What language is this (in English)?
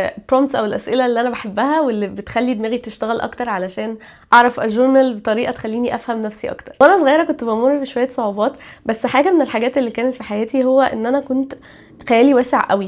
Egyptian Arabic